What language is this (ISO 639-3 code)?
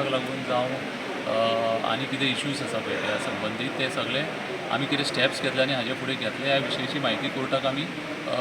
kok